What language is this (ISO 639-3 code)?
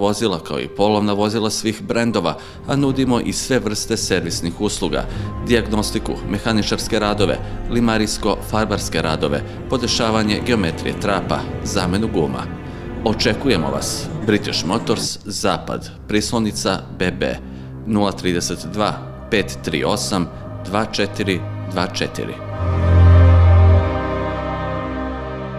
srp